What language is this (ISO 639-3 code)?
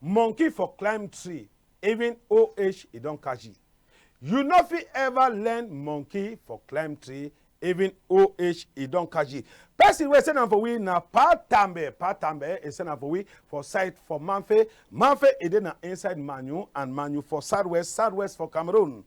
wes